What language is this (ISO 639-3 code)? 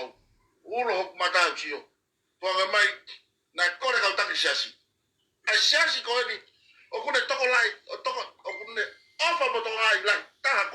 ton